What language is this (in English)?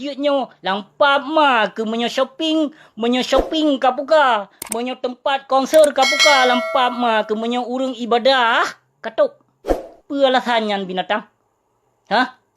Achinese